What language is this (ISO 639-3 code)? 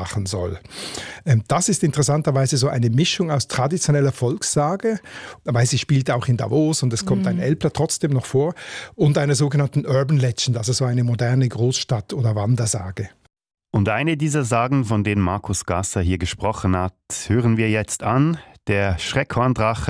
deu